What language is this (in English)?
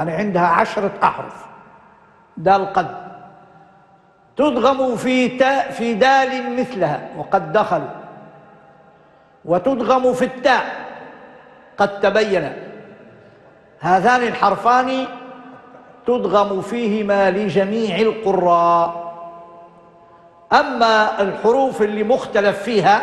Arabic